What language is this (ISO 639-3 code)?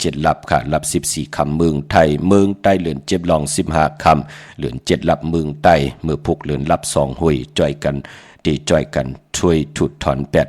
shn